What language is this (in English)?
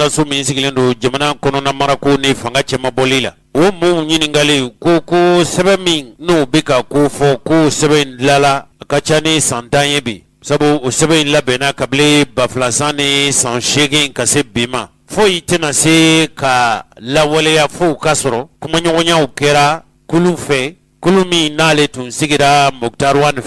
Bambara